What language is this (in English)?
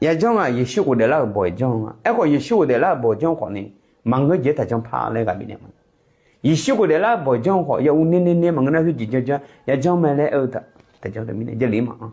Akha